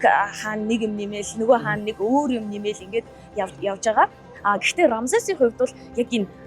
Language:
Mongolian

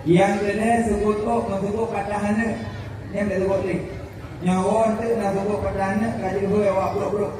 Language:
Achinese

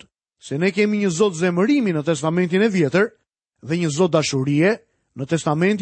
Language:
Albanian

